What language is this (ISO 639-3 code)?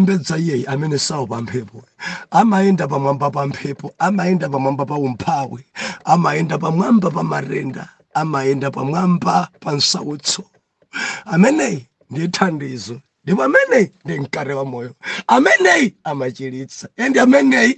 nya